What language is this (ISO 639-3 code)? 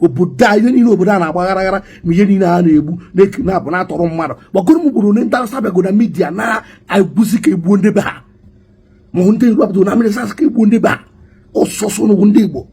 ibo